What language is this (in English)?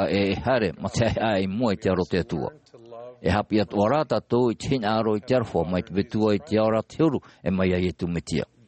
Tahitian